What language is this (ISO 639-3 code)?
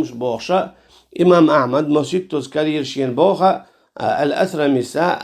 che